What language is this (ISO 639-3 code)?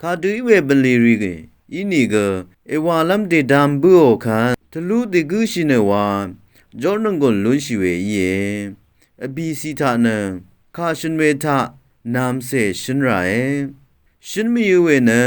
raw